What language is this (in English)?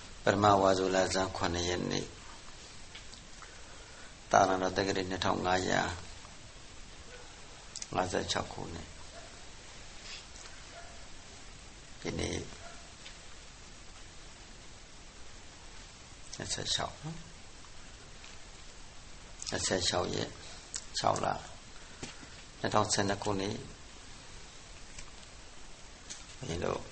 Burmese